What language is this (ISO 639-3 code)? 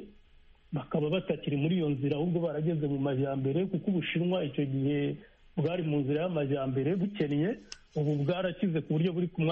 kin